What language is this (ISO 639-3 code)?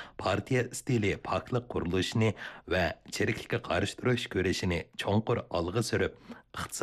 uig